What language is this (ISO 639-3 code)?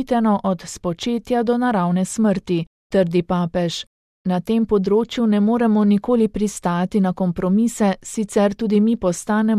slv